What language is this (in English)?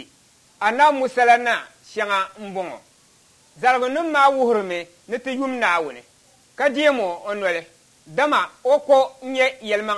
Dagbani